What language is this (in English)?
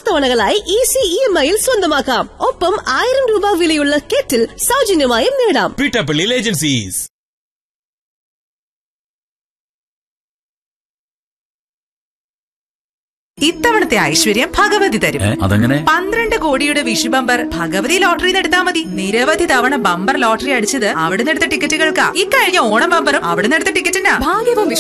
Malayalam